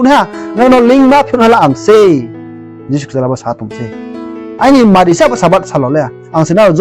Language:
Riang (India)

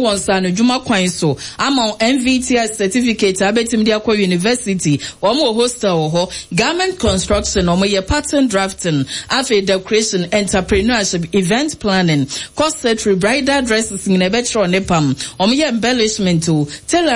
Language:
Akan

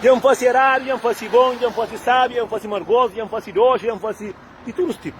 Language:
Kabuverdianu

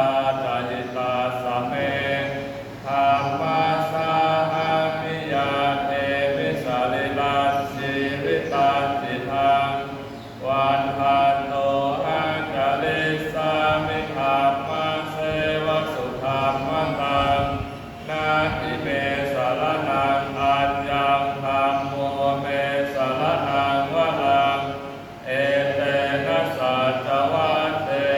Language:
Pali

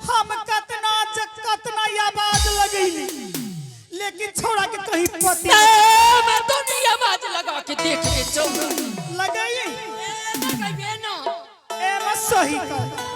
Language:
Angika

